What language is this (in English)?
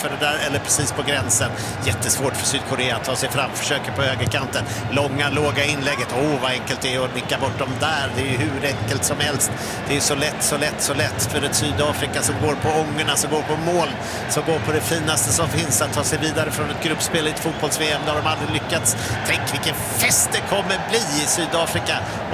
Swedish